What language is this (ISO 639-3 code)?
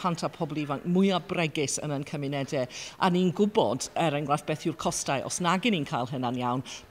cym